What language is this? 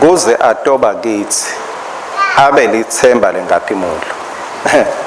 Swati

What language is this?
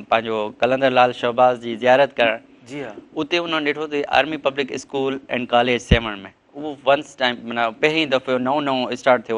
Sindhi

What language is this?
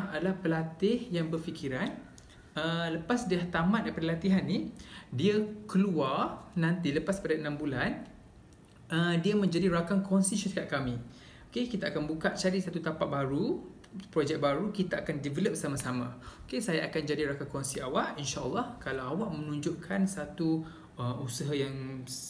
Malay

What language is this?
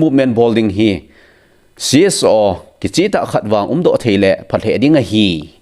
Thado Chin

